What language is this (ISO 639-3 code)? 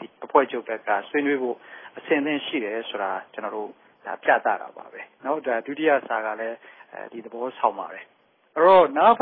mya